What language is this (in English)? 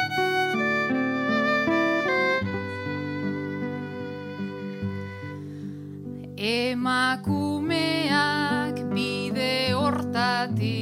Basque